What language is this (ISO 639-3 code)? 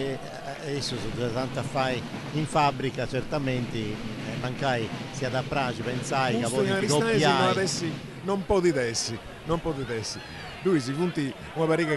srd